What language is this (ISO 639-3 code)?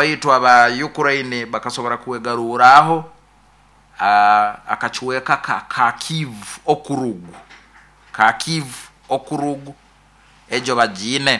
nyo